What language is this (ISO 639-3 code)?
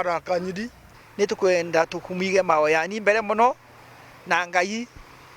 mer